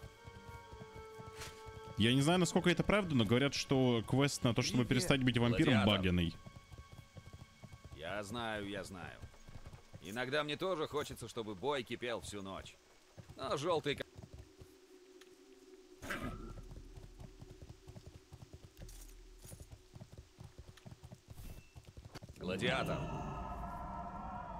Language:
Russian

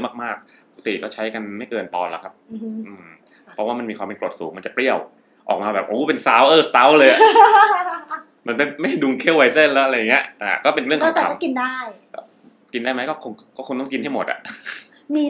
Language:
Thai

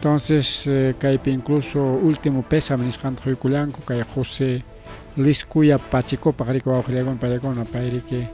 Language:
Ayacucho Quechua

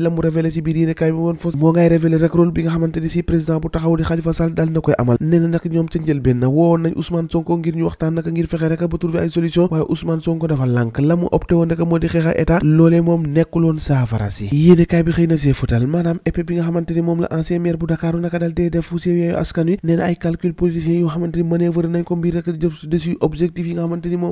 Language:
Wolof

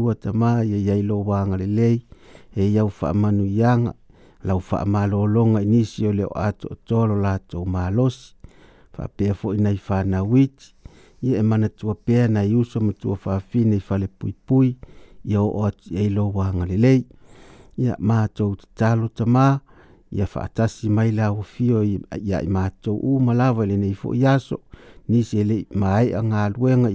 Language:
Samoan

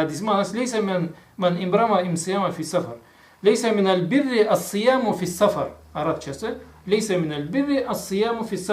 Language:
Karachay-Balkar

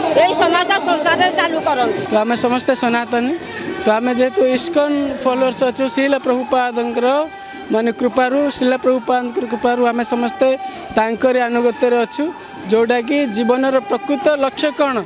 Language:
Odia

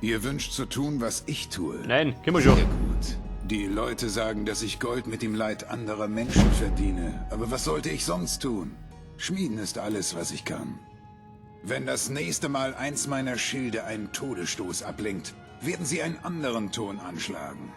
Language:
Bavarian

